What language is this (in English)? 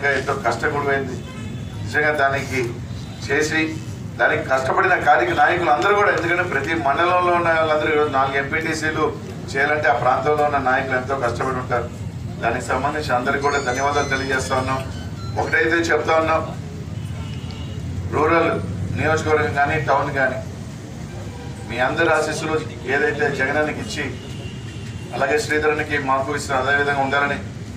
Telugu